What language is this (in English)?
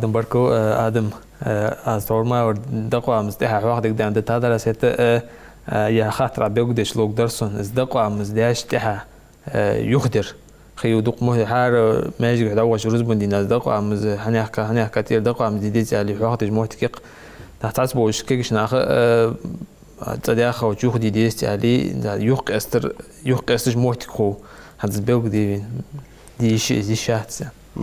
Ingush